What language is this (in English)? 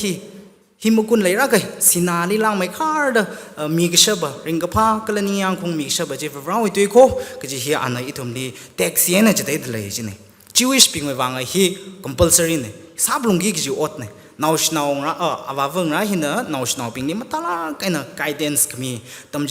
Tangkhul Naga (India)